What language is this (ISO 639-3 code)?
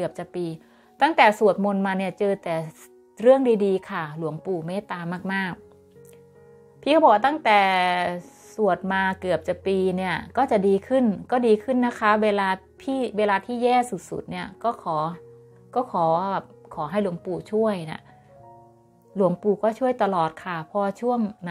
tha